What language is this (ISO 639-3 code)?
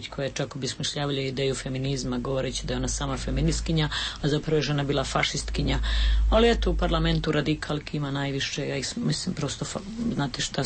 srp